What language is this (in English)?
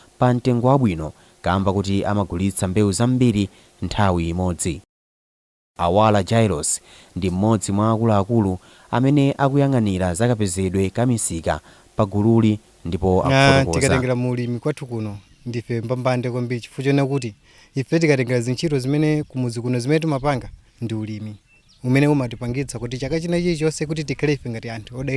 Nyanja